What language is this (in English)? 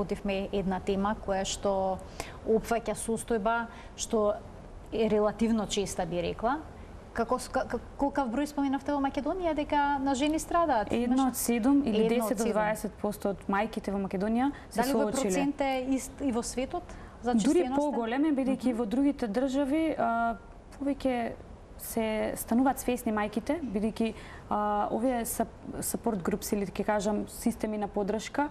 Macedonian